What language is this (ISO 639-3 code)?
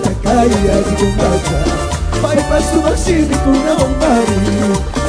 qug